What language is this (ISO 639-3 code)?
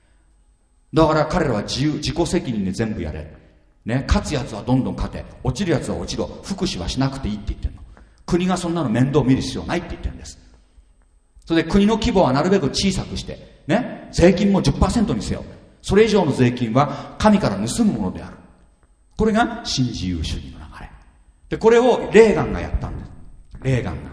jpn